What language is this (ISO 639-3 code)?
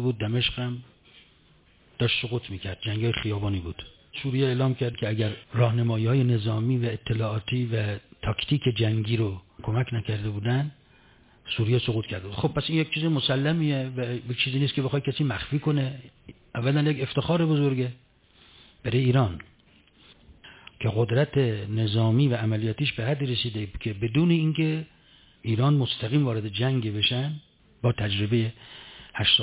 fas